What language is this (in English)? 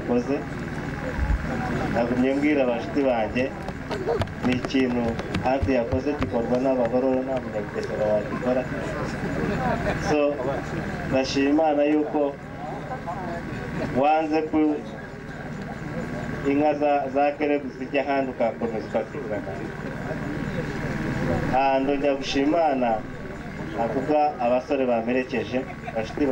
Kinyarwanda